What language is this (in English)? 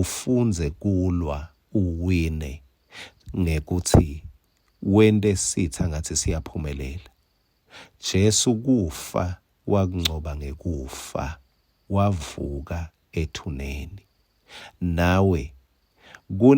Swati